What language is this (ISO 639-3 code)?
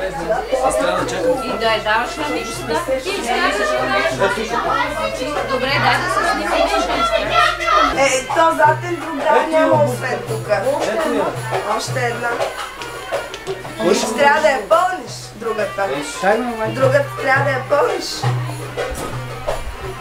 bul